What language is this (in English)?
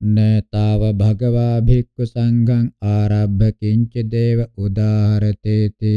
Pali